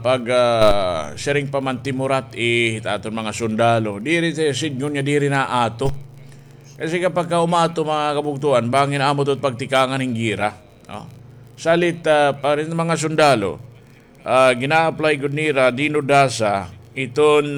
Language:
Waray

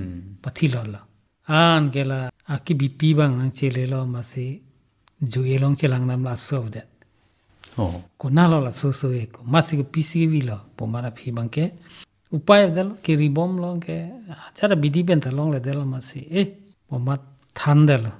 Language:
Karbi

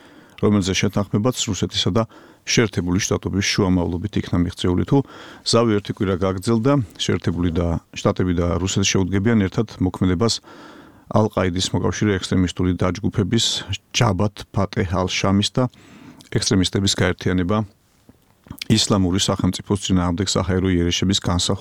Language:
Georgian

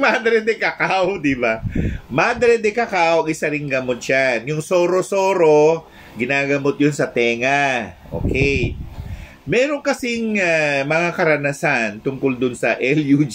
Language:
Filipino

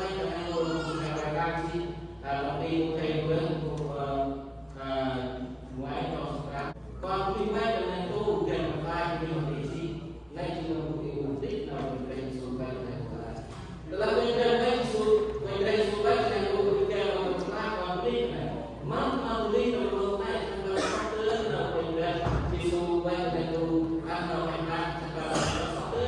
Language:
Central Mnong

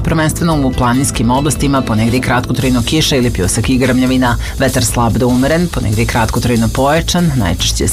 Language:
Serbian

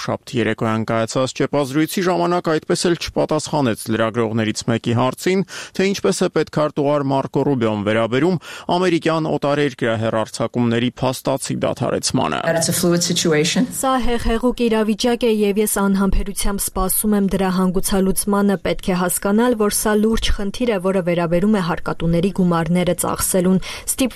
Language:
Armenian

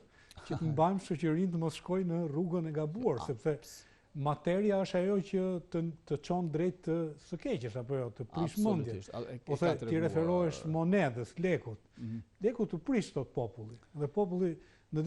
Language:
Albanian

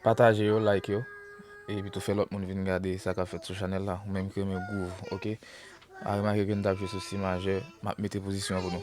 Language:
Haitian Creole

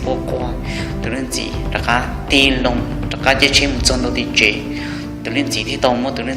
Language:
Hmong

